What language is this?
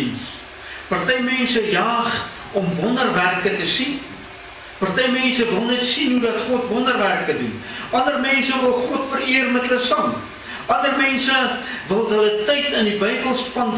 Afrikaans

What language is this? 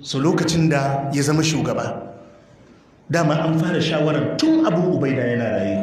Hausa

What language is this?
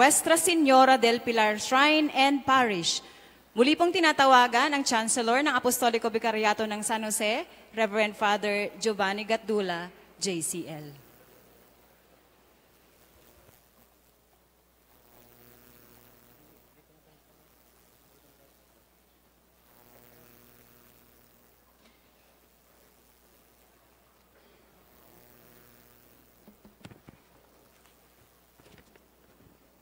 Filipino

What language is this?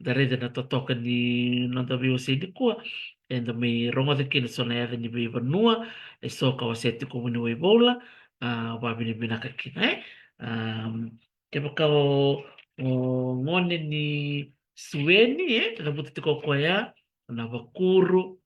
Fijian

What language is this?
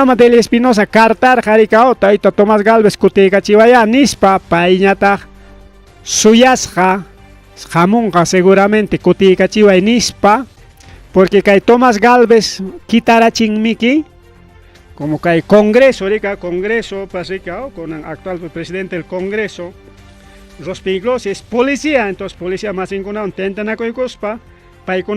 Ayacucho Quechua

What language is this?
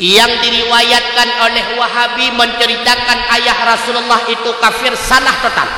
Achinese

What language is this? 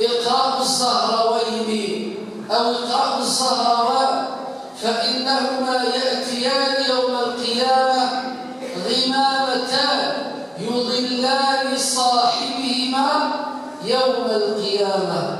Kabyle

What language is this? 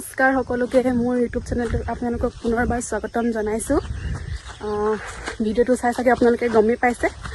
Assamese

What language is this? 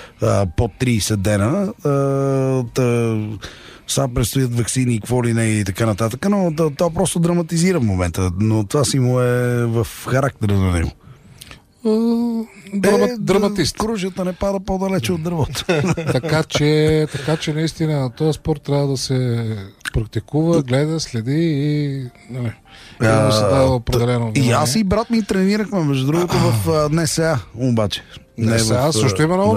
Bulgarian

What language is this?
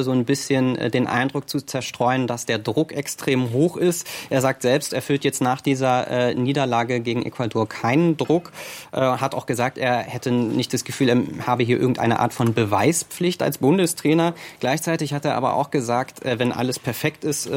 German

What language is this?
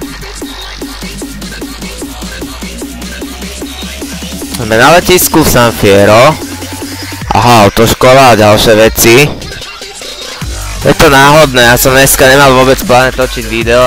Slovak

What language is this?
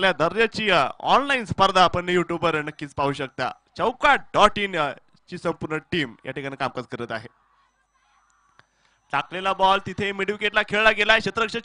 Marathi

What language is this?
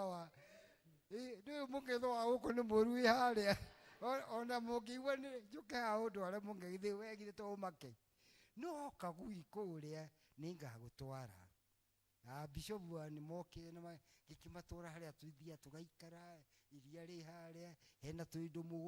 Kikuyu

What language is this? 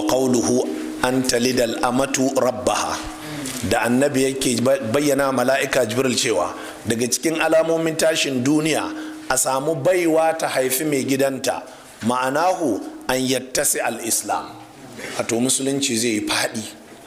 Hausa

